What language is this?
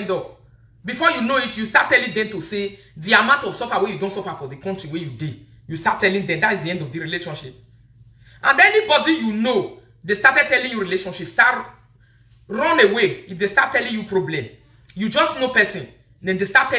Nigerian Pidgin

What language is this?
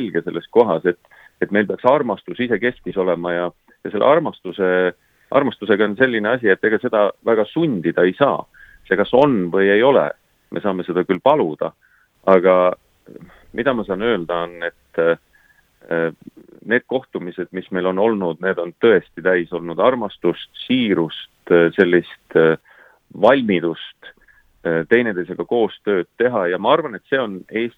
Estonian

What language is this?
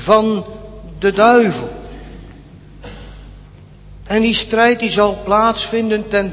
Dutch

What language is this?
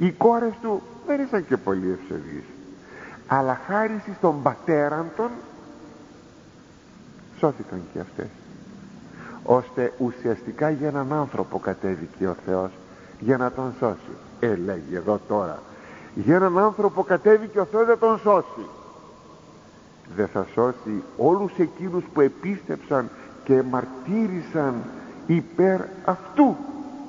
Greek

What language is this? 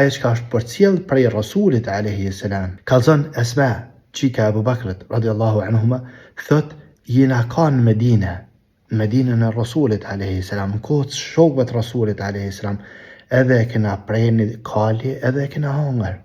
Albanian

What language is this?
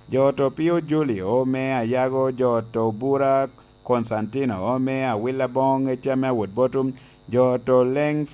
Lango (Uganda)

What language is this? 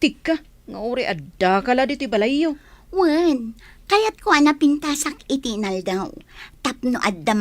Iloko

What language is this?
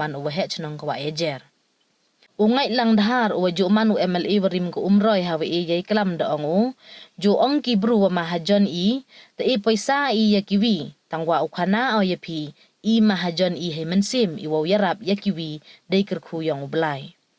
Pnar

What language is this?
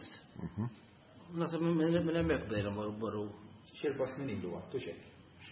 Maltese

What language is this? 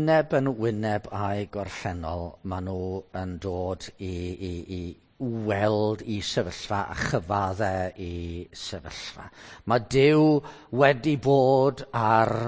Welsh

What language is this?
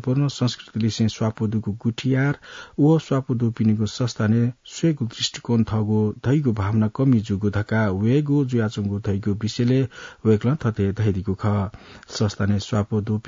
Newari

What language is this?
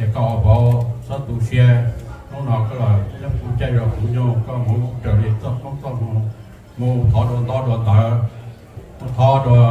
Hmong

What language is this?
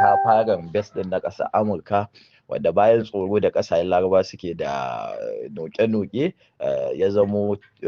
Hausa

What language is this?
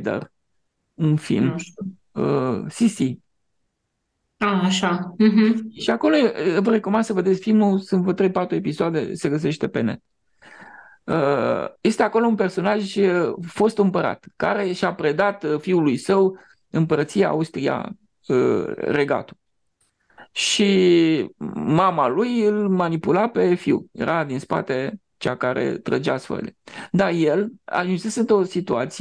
Romanian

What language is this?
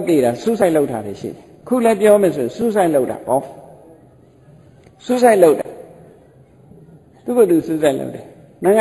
Burmese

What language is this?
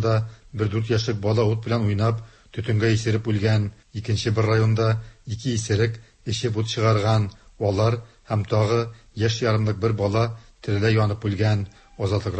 Tatar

